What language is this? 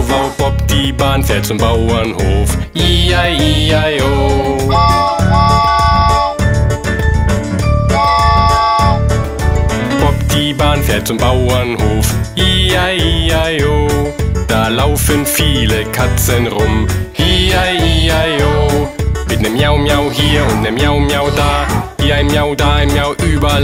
German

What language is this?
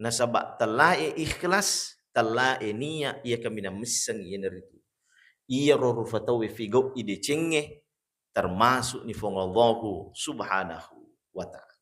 Buginese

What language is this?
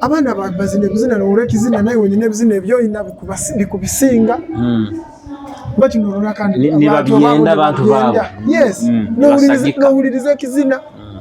Nyoro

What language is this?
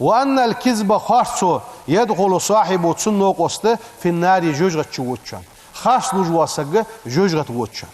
Ingush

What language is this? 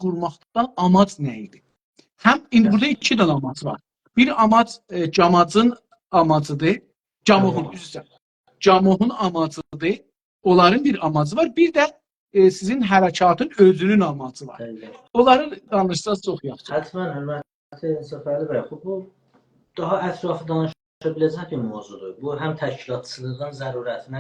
South Azerbaijani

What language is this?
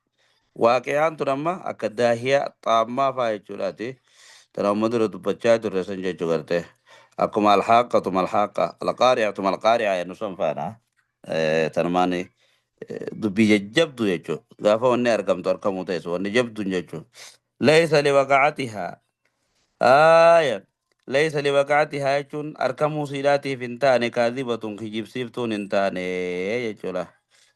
Oromo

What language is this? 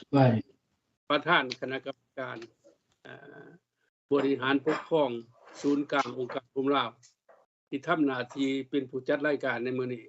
Lao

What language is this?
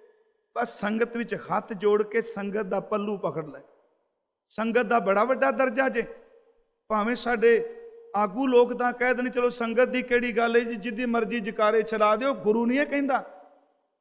Punjabi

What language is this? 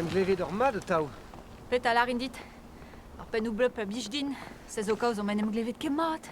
Breton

